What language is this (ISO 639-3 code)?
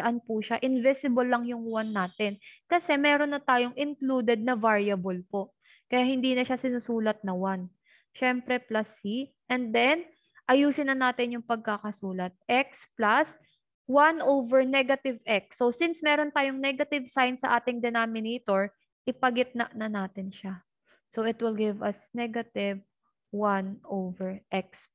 fil